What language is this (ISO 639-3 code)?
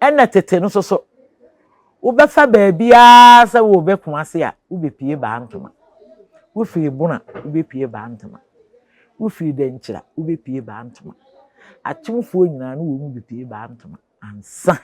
aka